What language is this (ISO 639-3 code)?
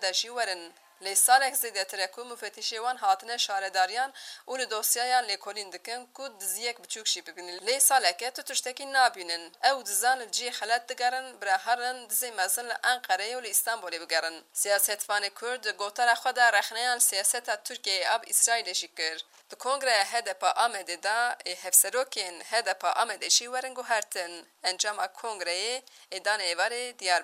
kur